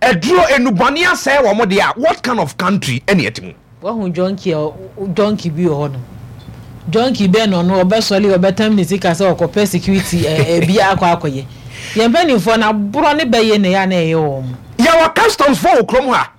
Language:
Akan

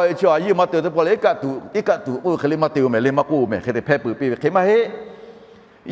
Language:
Lahu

